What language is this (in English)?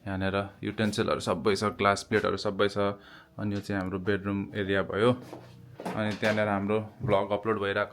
Nepali